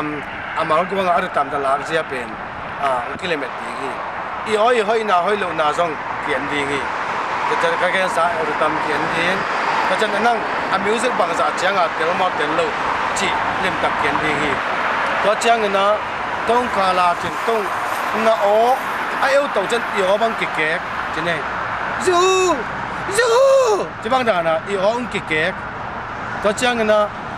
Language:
Tedim Chin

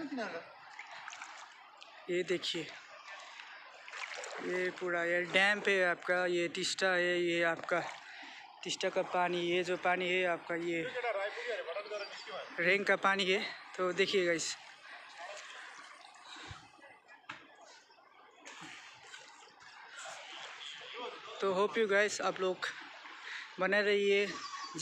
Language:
Hindi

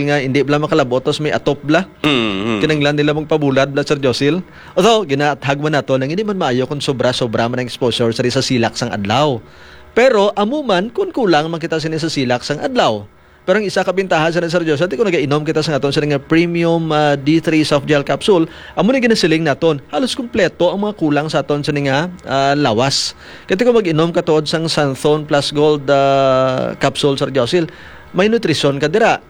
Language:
Hiligaynon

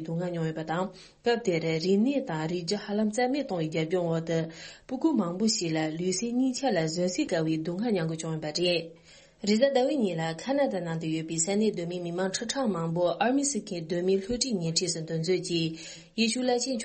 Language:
Tibetan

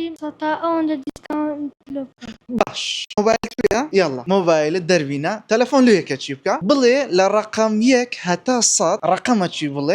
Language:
Central Kurdish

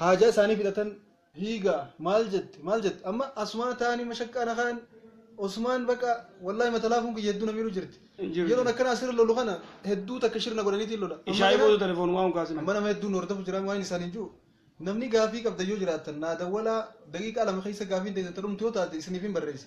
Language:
Oromo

